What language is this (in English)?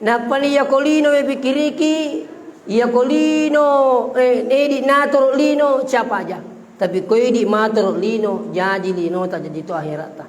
Buginese